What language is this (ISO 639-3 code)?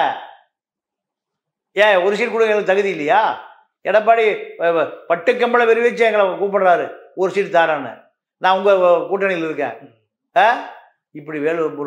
tam